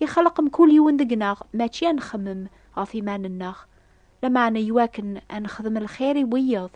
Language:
Kabyle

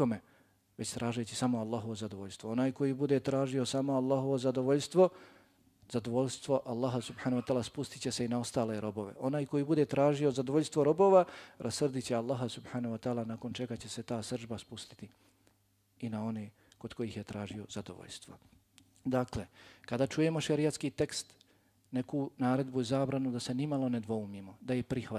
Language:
Bosnian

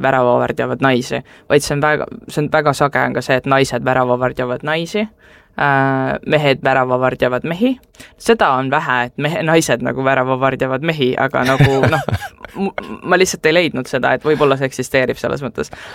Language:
Estonian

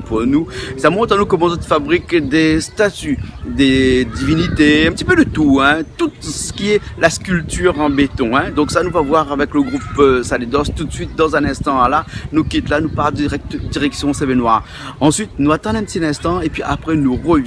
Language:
Réunion Creole French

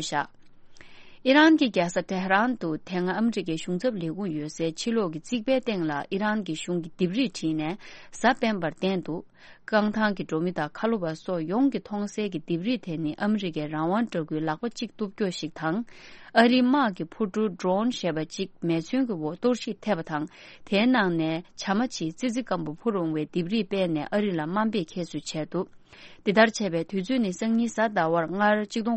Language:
Tibetan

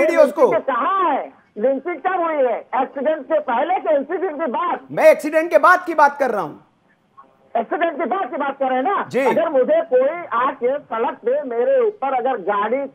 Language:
Hindi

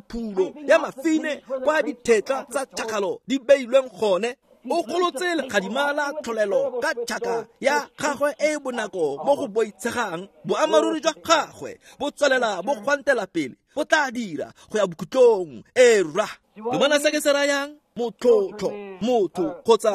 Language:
Tswana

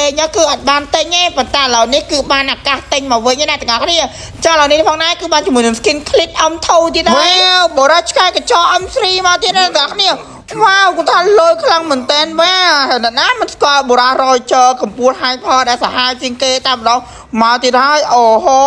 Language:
Khmer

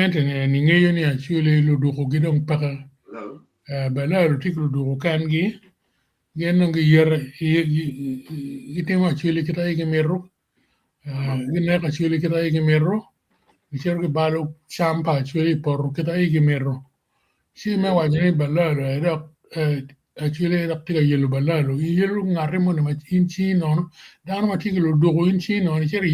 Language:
Acoli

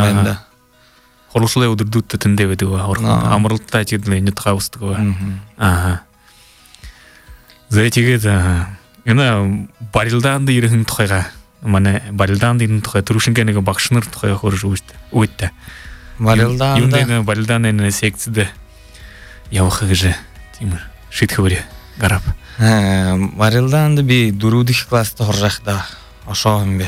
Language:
Buriat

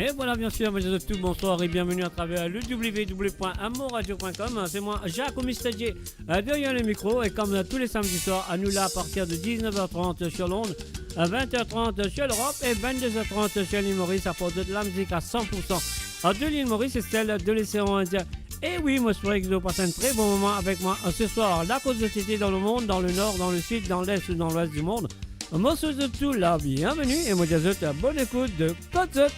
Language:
Morisyen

